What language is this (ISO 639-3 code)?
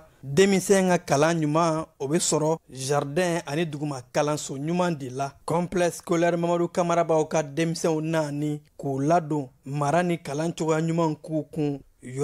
bam